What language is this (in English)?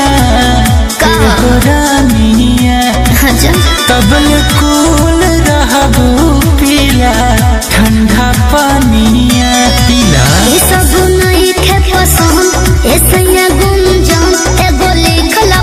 Bhojpuri